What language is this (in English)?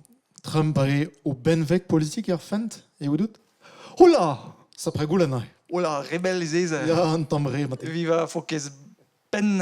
Breton